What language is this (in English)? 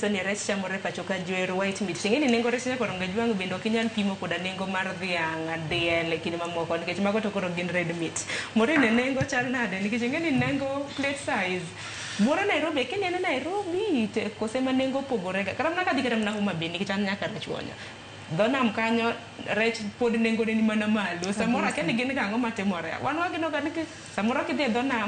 Luo (Kenya and Tanzania)